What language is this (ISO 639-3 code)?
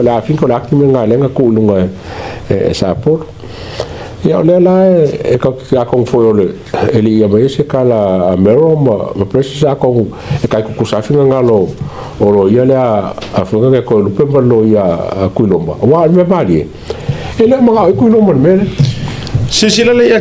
smo